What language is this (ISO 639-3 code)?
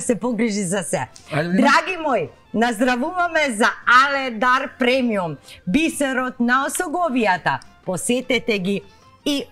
mkd